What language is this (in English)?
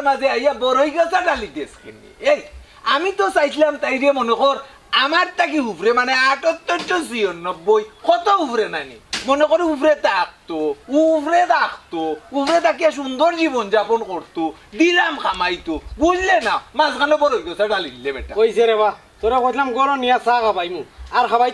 Sylheti